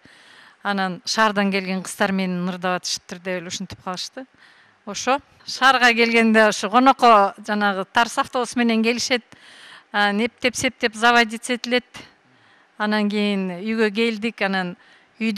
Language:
Kyrgyz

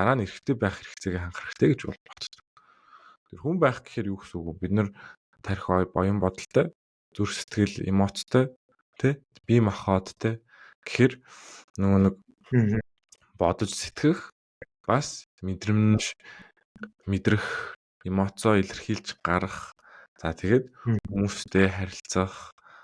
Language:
Mongolian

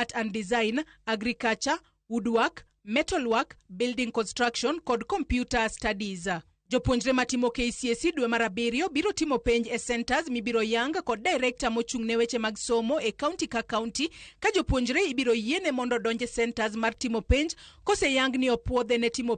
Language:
Luo (Kenya and Tanzania)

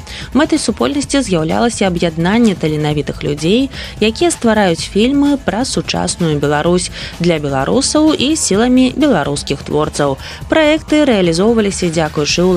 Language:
Belarusian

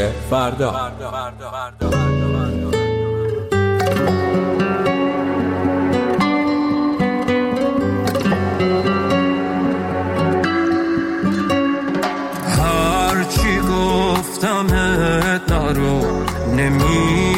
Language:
Persian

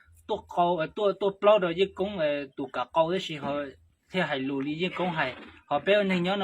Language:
Hmong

